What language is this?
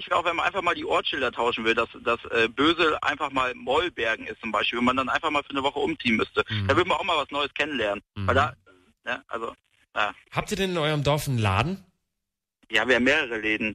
German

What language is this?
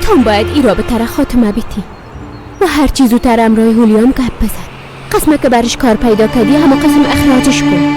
Persian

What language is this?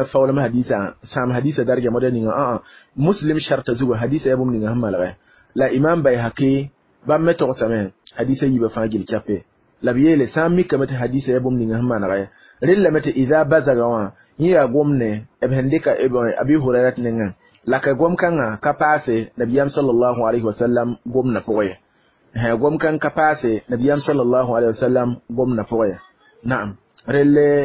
Mossi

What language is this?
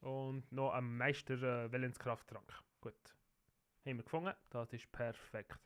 Swiss German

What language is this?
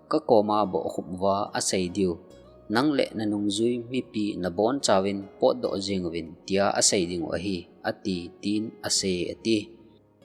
Thado Chin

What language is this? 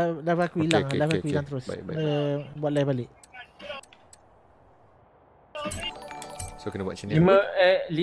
Malay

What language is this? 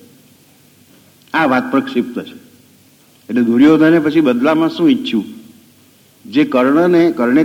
Gujarati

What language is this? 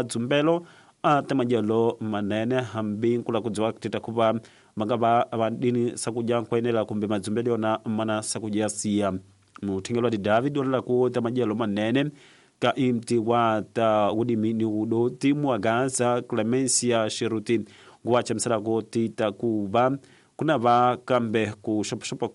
Tsonga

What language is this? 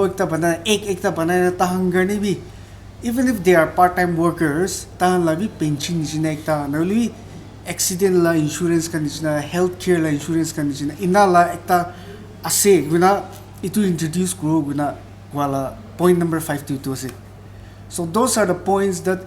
Naga Pidgin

